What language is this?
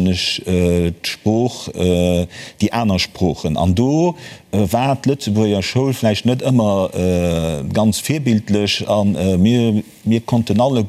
Luxembourgish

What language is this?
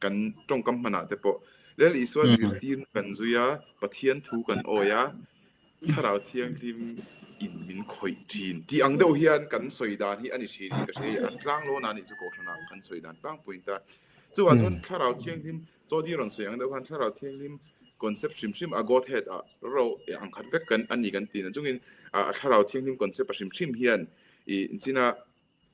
Mizo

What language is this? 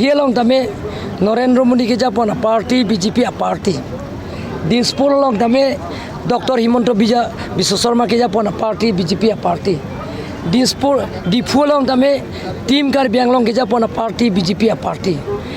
Karbi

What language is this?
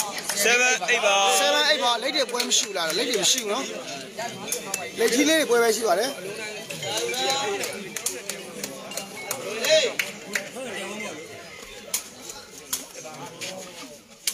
Burmese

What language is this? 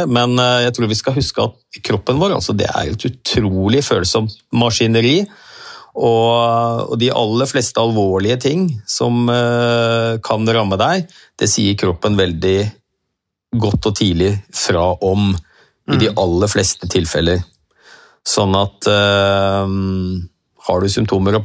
Norwegian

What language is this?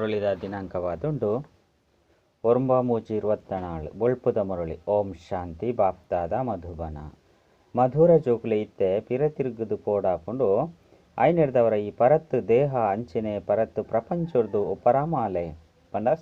Tulu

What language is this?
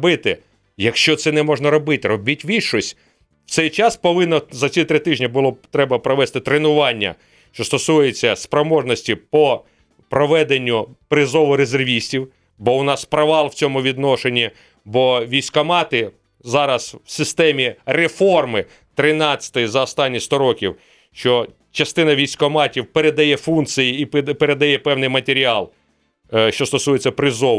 Ukrainian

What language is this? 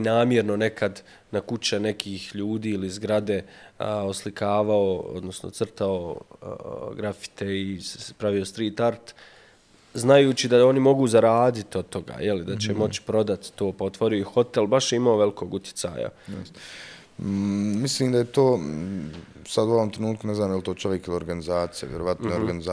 Bosnian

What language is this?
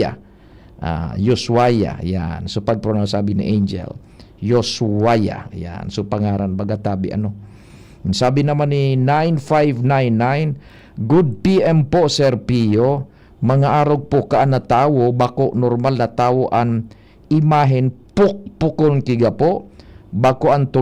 Bikol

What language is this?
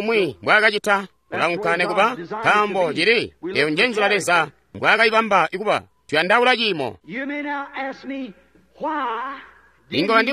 Tonga (Zambia)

